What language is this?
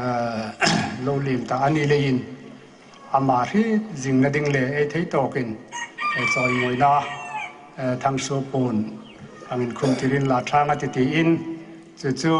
Hmar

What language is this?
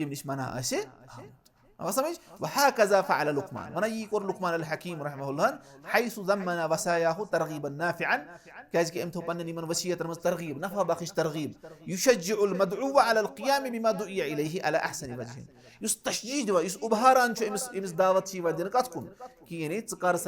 Kashmiri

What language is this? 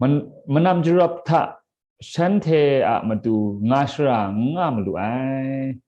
Kachin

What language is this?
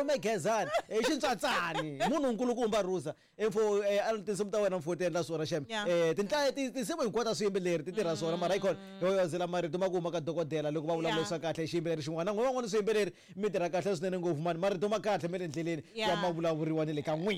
Tsonga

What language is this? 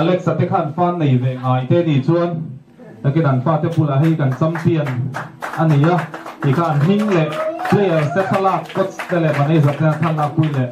Mizo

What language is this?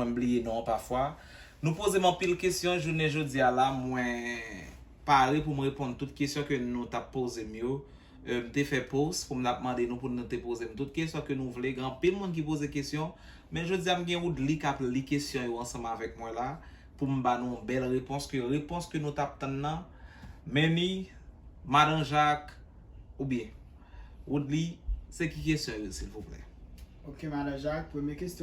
Haitian Creole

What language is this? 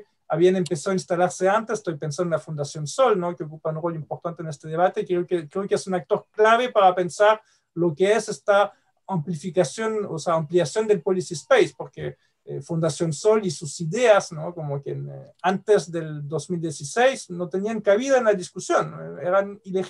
Spanish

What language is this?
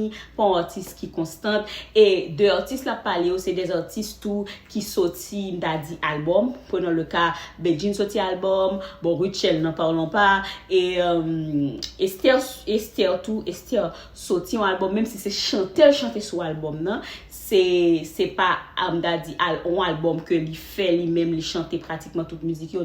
Haitian Creole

